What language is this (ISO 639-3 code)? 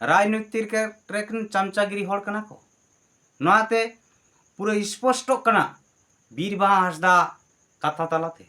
sat